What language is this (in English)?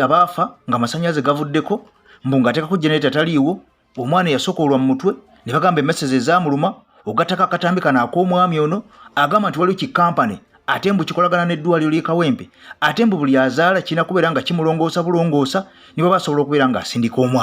Ganda